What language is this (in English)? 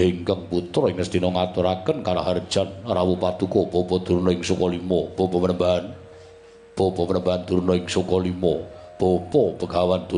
Javanese